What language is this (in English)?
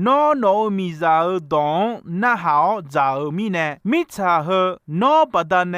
Akha